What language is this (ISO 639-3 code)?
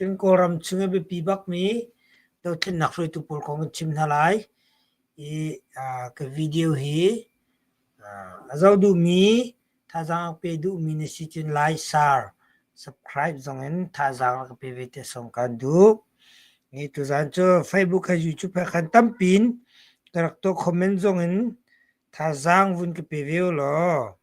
cnh